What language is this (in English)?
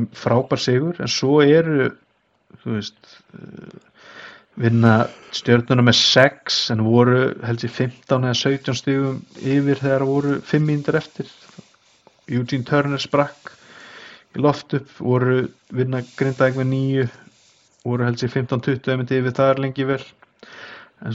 Icelandic